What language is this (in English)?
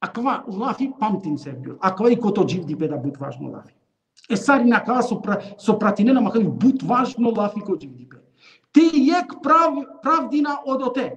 Balkan Romani